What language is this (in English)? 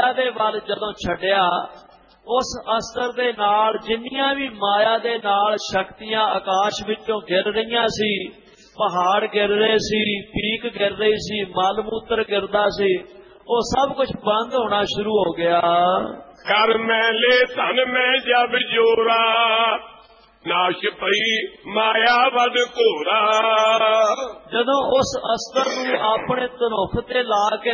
Punjabi